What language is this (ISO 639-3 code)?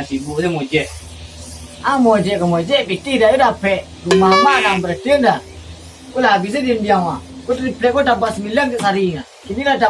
min